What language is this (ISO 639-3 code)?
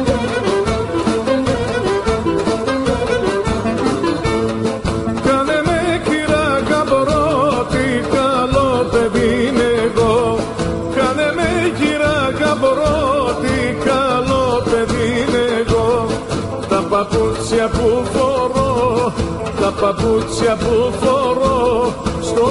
ell